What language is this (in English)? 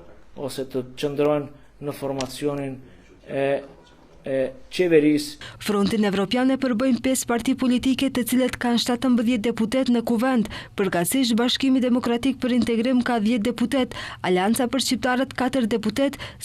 Albanian